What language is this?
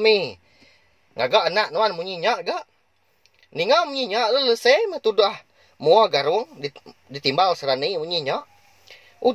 Iban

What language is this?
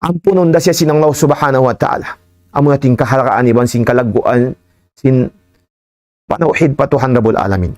Tausug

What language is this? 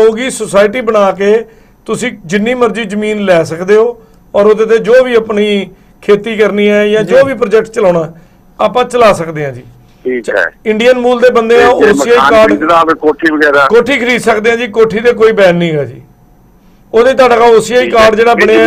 Punjabi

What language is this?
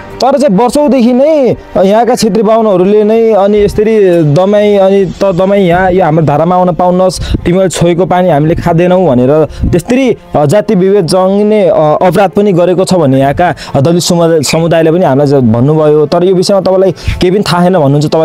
Nepali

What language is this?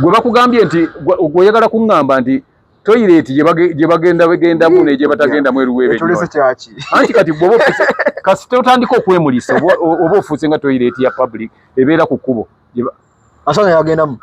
Ganda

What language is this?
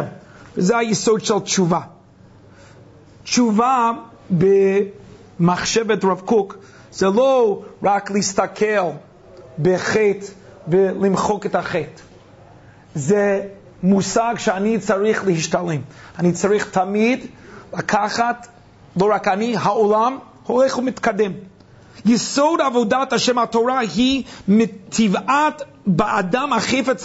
Hebrew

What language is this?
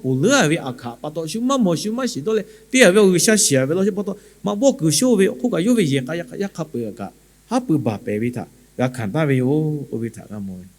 Lahu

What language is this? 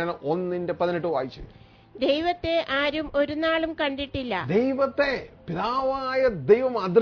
Malayalam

